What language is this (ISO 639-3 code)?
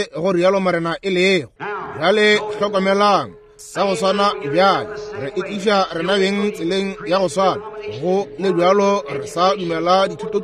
nso